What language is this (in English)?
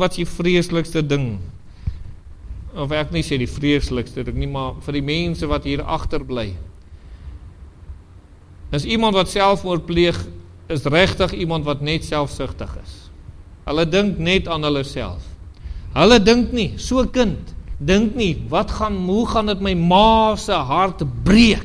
Afrikaans